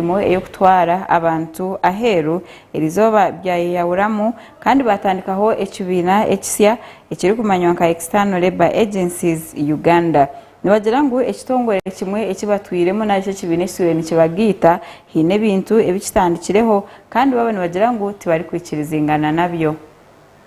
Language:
Nyankole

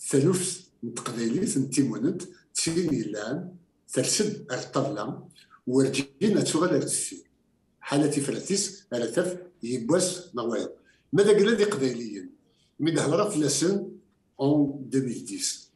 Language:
Kabyle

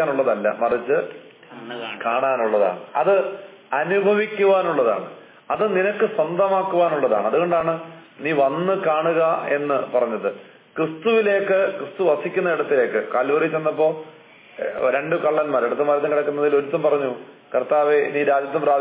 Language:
Malayalam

